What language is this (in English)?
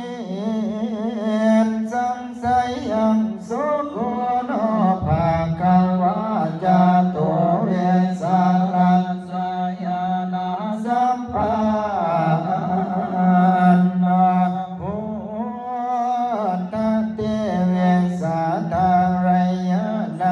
Pali